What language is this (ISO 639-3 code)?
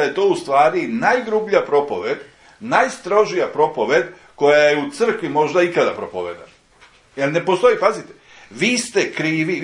srp